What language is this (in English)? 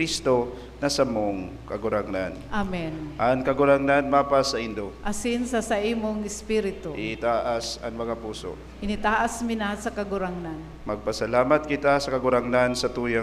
Bikol